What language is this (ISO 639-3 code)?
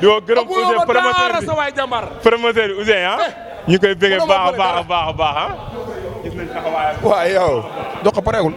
wol